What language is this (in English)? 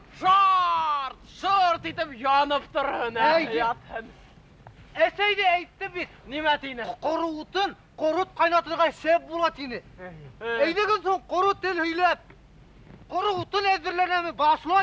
Bashkir